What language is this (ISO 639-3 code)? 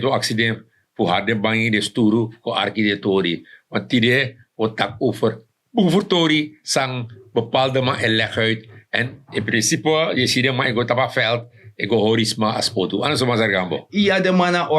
srn